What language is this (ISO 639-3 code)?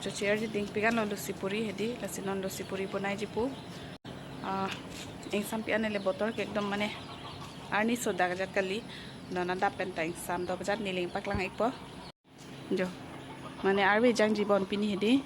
mjw